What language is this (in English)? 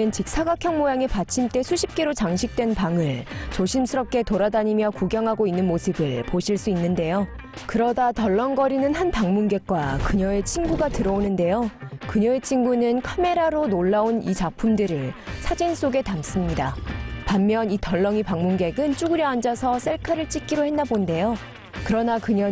Korean